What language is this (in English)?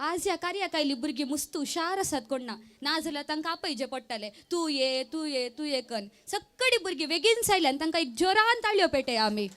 Konkani